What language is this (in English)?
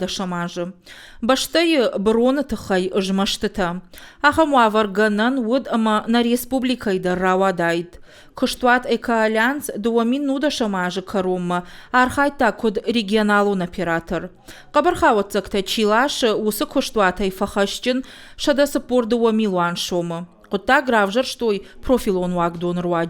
Ossetic